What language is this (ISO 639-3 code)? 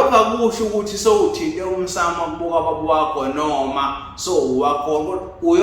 zul